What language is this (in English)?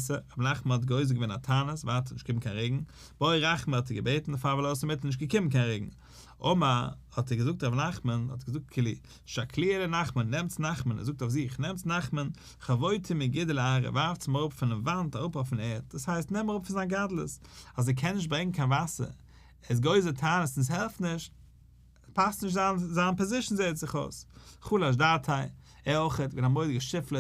Yiddish